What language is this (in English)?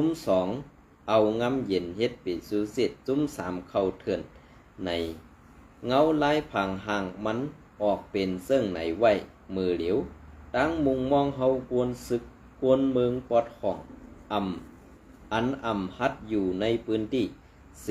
Shan